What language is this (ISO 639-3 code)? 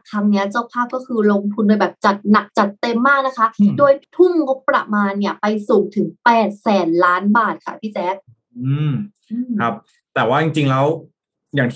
tha